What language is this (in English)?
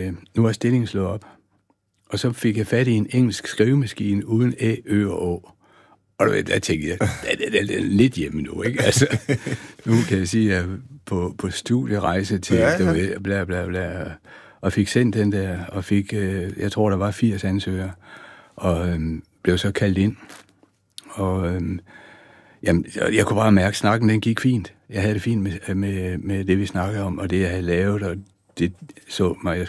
Danish